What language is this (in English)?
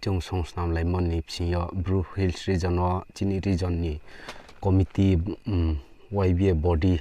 Riang (India)